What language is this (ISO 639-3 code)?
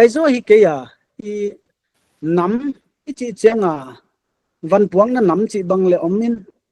pck